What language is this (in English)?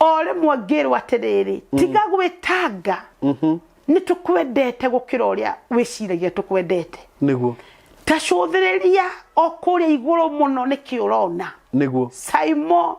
Kikuyu